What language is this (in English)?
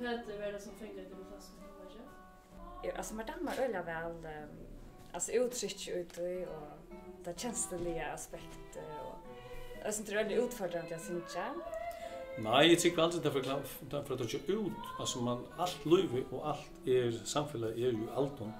Faroese